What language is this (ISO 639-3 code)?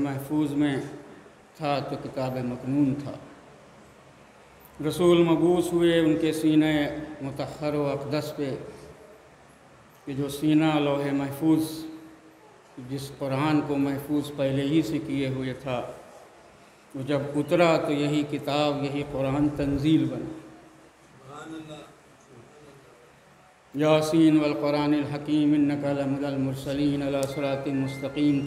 urd